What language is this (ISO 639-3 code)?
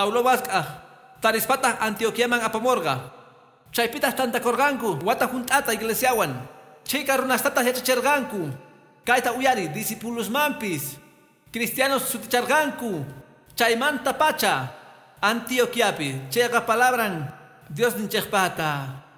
que